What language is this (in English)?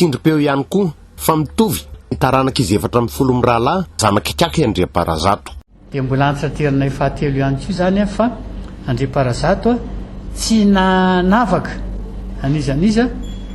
Malagasy